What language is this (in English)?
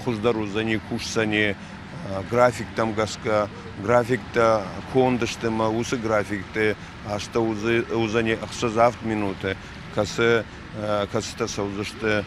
Ossetic